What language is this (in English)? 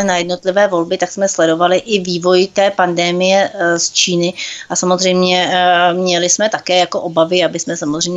Czech